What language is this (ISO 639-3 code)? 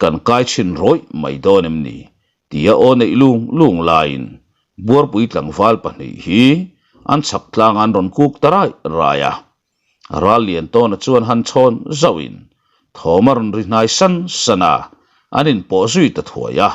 lus